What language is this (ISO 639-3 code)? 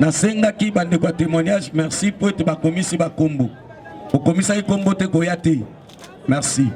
lin